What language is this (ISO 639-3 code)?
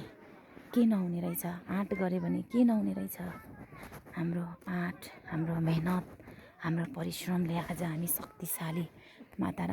nep